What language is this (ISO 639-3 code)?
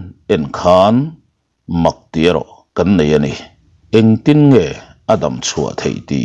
lus